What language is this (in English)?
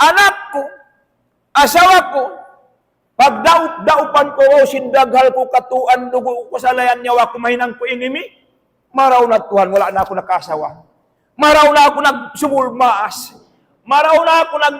Tausug